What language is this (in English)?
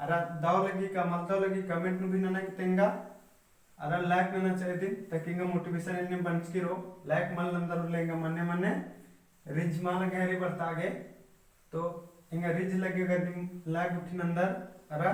Kurukh